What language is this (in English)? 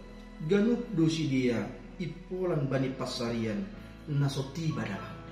Batak Simalungun